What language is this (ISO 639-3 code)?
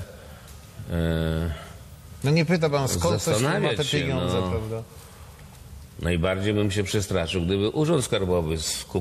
pol